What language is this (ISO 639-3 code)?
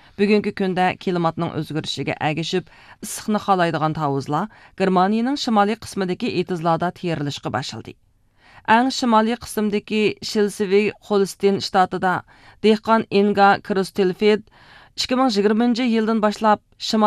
uig